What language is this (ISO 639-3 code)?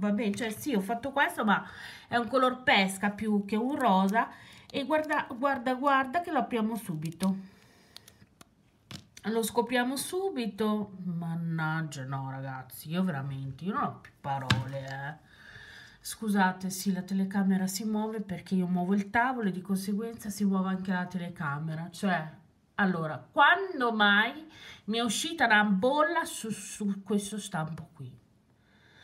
ita